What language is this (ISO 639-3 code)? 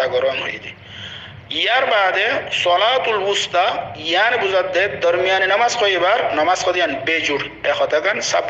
rhg